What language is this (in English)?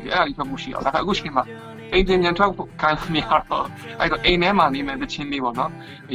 Burmese